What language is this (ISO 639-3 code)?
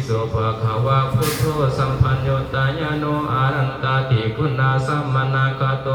pli